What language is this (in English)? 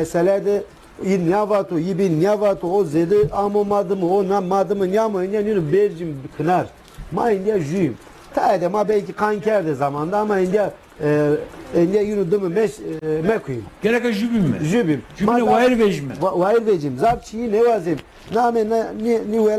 Zaza